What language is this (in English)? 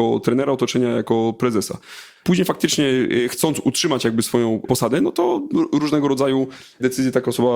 Polish